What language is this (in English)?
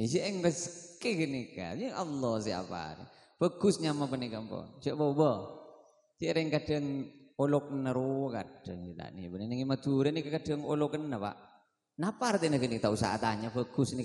Madurese